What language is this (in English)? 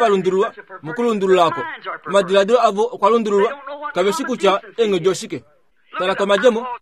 Kuanyama